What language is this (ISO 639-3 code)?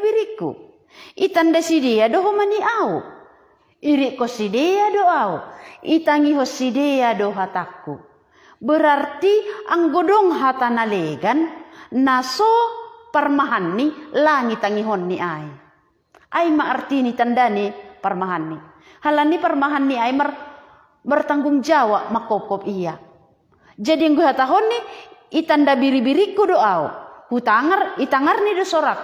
bts